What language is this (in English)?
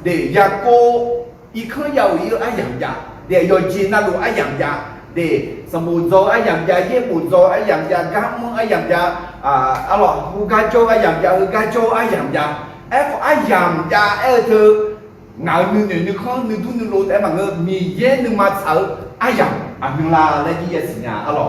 Akha